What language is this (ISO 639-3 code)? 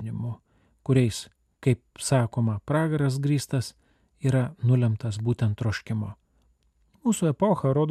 lit